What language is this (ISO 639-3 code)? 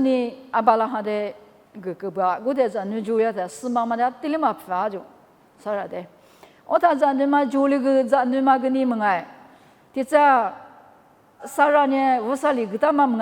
lis